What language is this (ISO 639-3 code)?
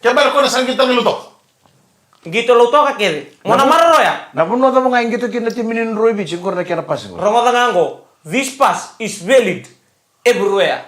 fij